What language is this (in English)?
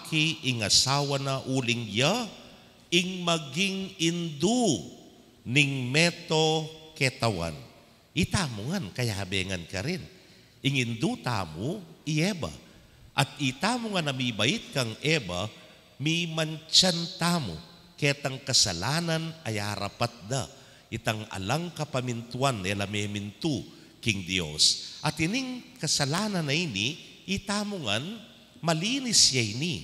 Pampanga